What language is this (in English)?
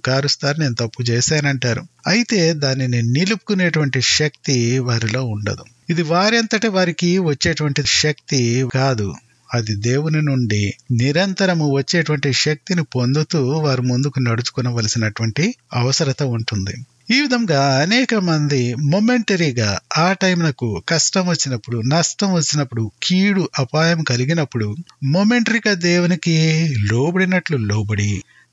Telugu